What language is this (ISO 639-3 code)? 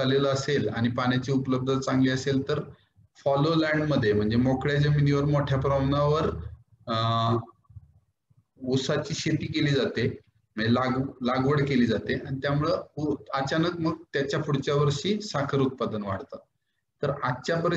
mar